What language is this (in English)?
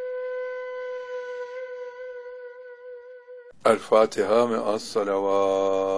Turkish